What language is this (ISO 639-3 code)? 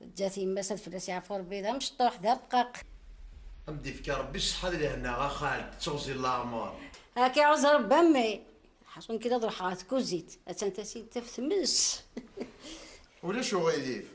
kab